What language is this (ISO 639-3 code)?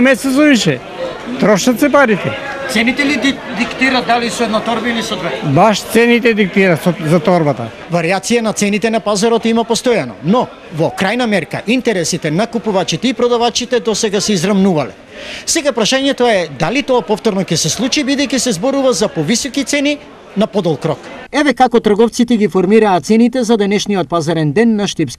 mkd